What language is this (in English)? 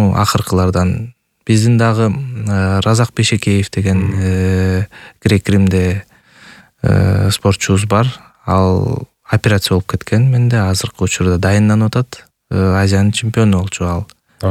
Kyrgyz